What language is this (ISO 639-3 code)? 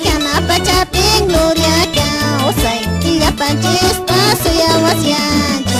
que